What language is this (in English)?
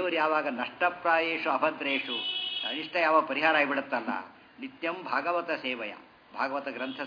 Kannada